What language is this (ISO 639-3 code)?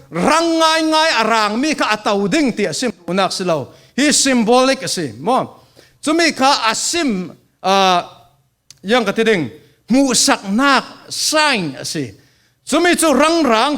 cfm